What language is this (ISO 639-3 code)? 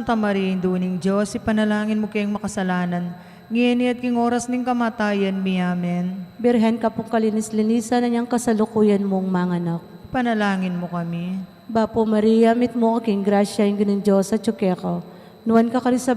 pam